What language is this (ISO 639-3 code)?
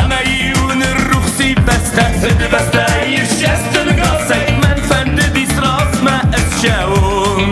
oss